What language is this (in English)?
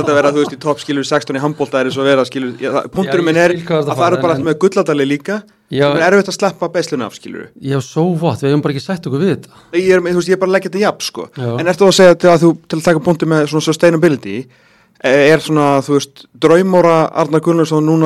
Icelandic